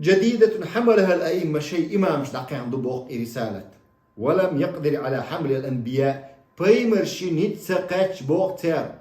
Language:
Chechen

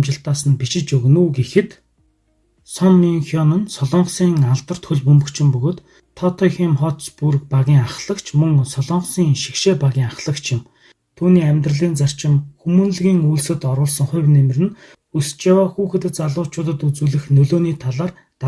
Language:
Mongolian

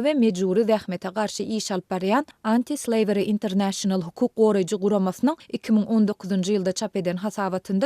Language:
Turkmen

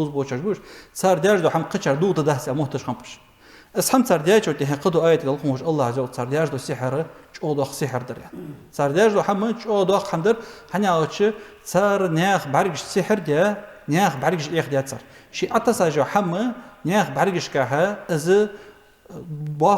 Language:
Ingush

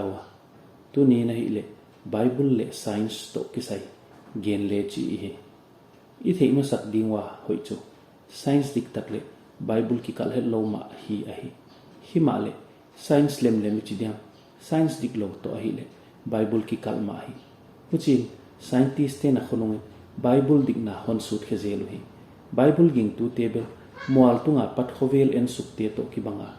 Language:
Paite Chin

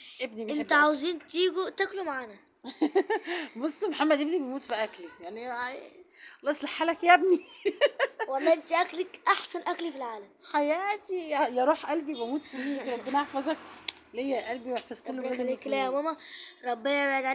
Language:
Egyptian Arabic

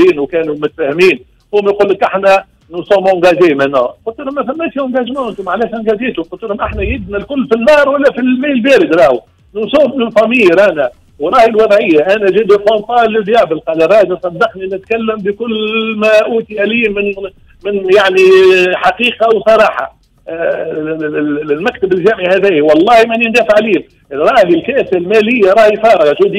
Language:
Tunisian Arabic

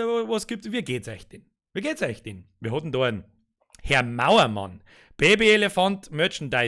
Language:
Bavarian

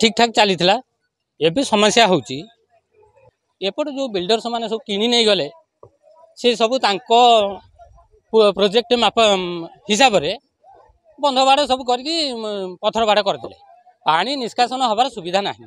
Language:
Odia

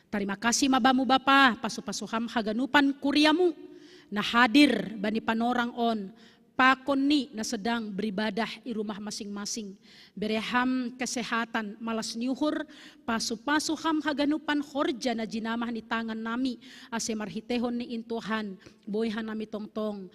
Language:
Batak Simalungun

